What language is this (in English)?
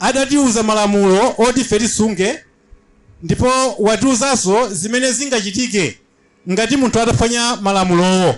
Nyanja